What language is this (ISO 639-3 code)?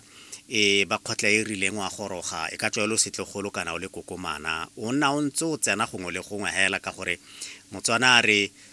tsn